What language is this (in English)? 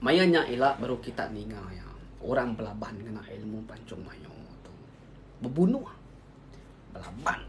Iban